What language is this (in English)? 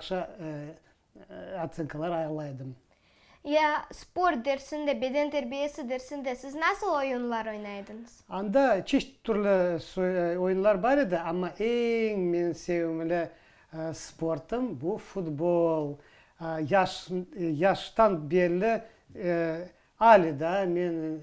Crimean Tatar